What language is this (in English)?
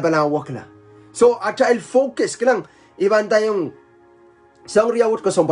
Pohnpeian